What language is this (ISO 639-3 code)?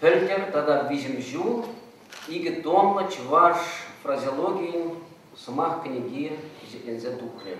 chv